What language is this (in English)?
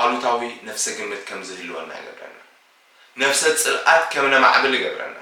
Tigrinya